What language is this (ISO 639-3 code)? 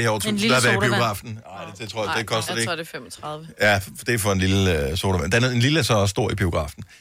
dan